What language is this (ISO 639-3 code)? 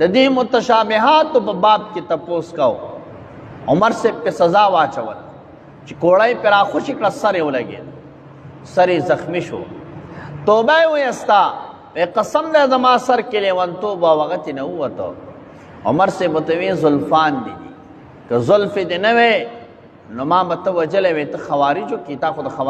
pus